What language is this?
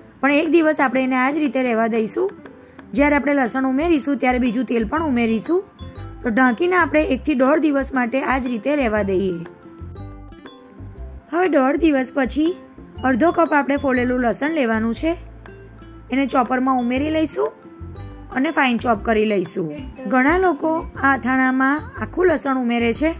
Gujarati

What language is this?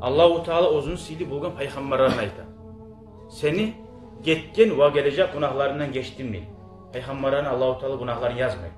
Kumyk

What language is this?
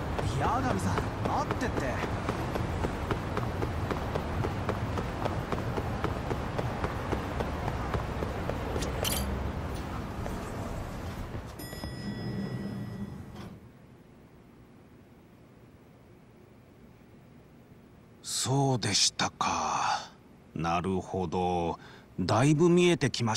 Japanese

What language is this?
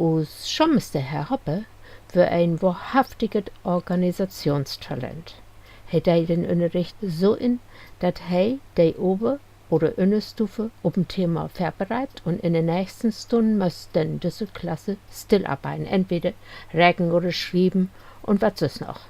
Low German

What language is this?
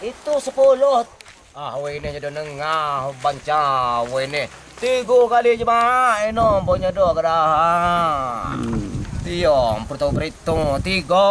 Minangkabau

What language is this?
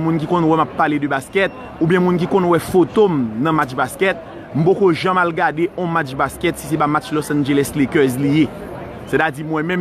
Haitian Creole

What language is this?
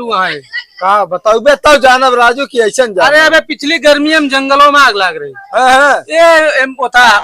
Awadhi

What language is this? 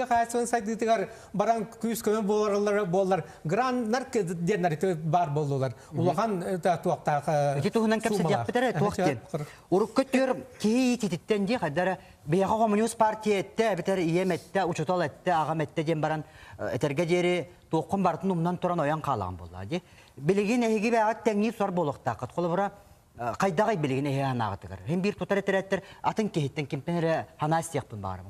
Yakut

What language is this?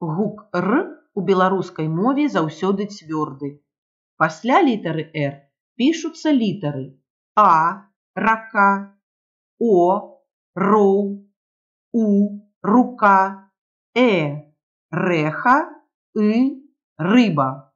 Belarusian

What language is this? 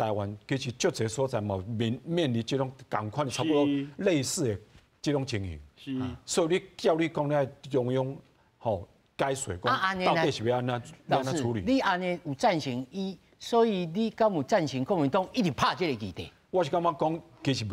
Min Nan Chinese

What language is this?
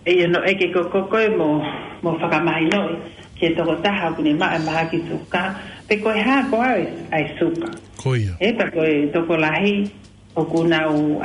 Tongan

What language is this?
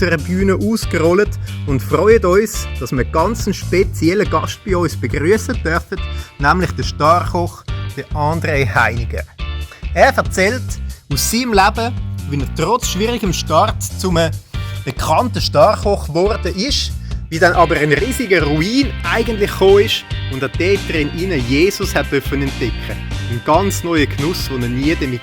Swiss German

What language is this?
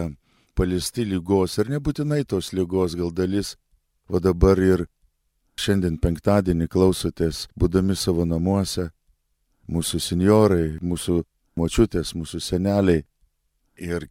Lithuanian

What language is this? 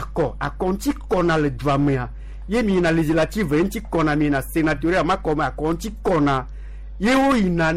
Gen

